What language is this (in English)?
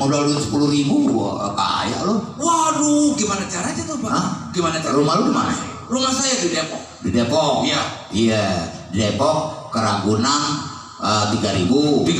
Betawi